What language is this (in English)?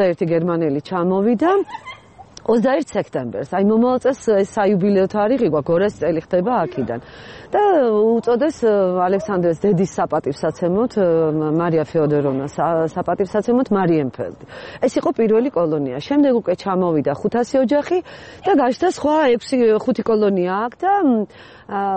Georgian